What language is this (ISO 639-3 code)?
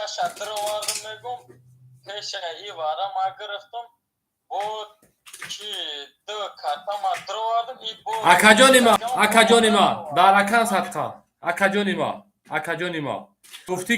tgk